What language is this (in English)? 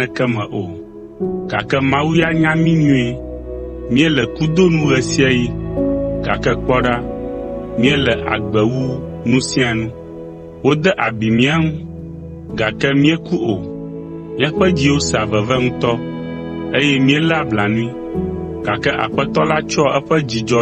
Ewe